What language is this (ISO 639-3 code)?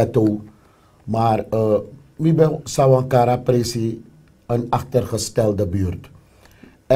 srn